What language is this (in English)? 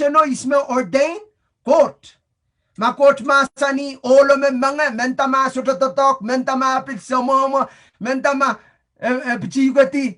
Pohnpeian